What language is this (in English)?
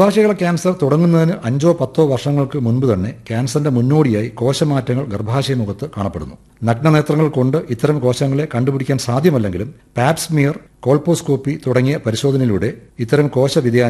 Malayalam